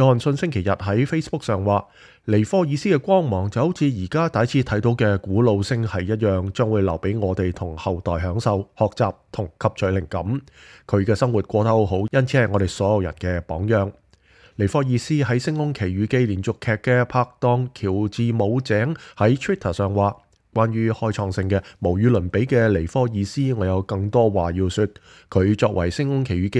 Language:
Cantonese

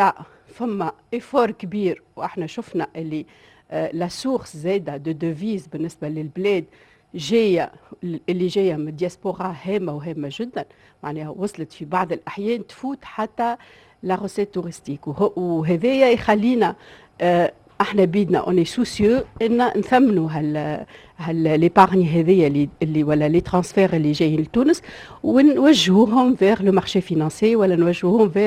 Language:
Tunisian Arabic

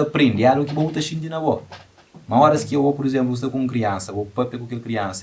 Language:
Kabuverdianu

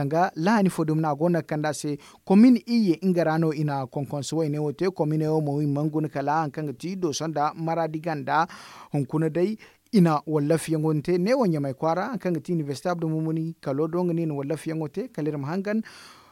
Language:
Zarma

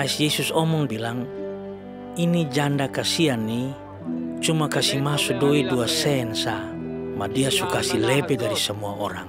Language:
Kupang Malay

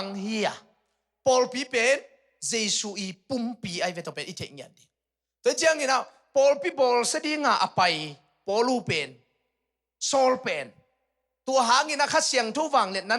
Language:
Tedim Chin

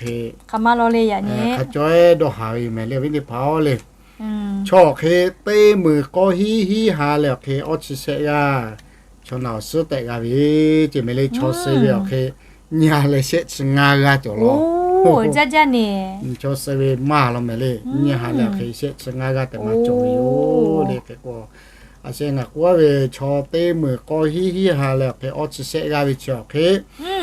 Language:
Lahu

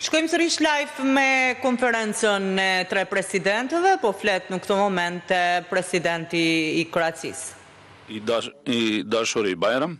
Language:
Albanian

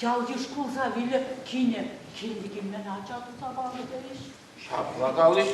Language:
Chuvash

